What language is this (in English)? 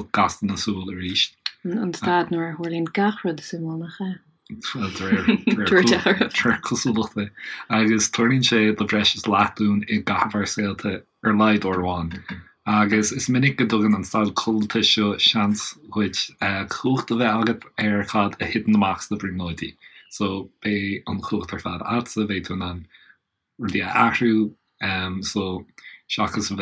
Irish